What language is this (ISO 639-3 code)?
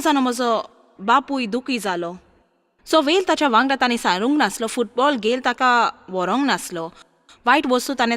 kok